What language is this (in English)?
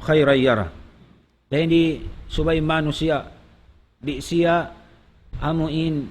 Tausug